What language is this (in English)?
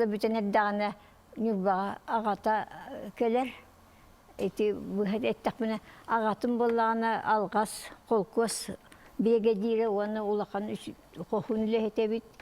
Yakut